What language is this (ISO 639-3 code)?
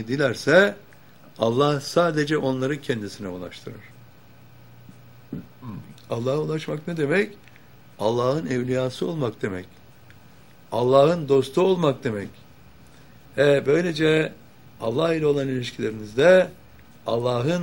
tur